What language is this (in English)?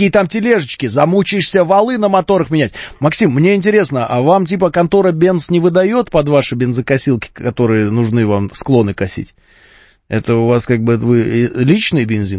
Russian